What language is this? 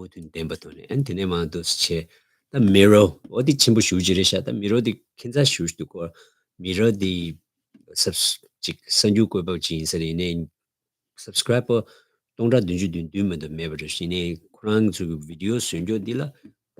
Tibetan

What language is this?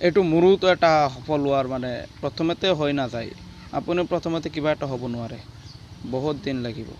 Assamese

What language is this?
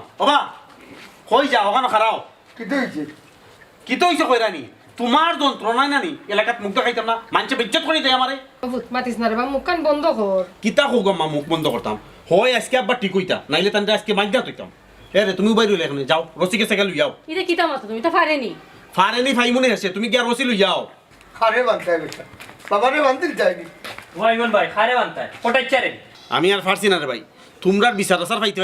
Sylheti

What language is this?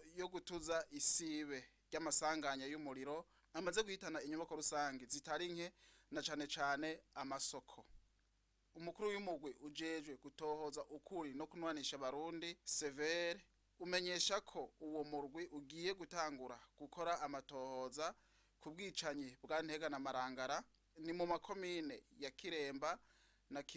Rundi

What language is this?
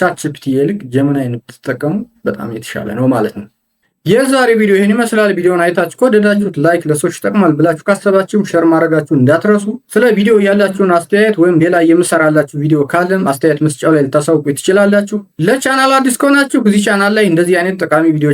Amharic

